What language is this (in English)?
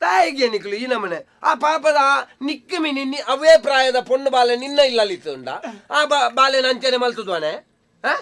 Tulu